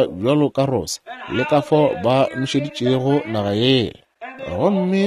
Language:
Northern Sotho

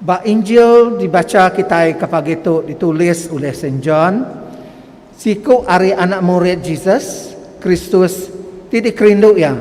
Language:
Iban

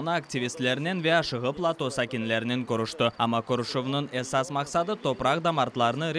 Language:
Crimean Tatar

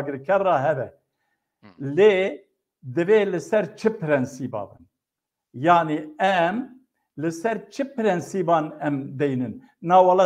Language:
Kurdish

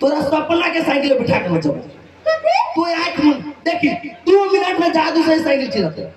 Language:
Maithili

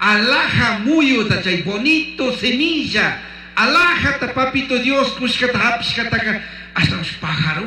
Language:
Chimborazo Highland Quichua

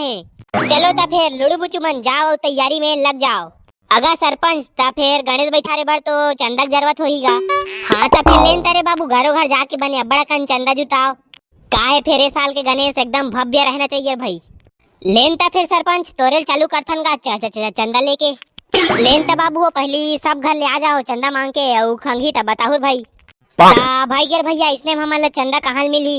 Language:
Chhattisgarhi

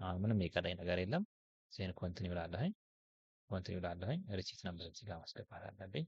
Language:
Amharic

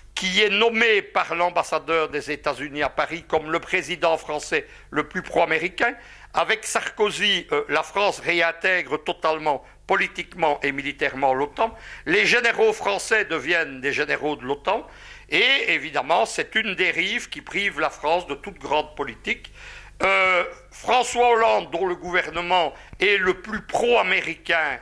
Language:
French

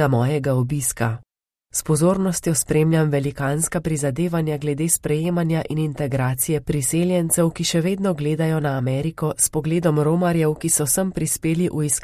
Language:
Slovenian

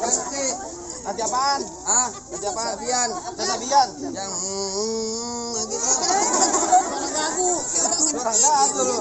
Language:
Betawi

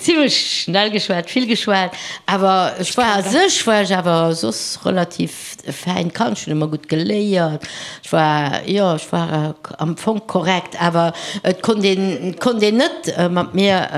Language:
Luxembourgish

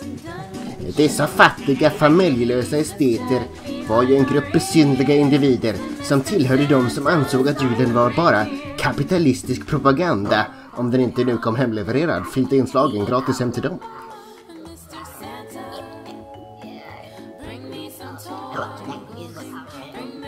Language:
Swedish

